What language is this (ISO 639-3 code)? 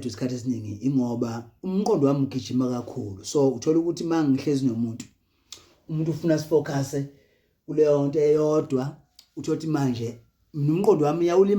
zul